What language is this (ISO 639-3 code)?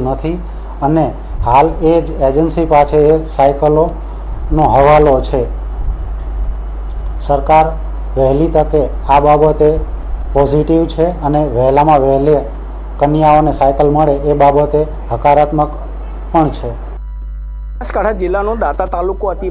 guj